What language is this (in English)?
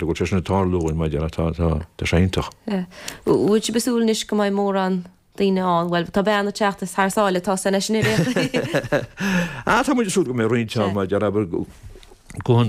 Irish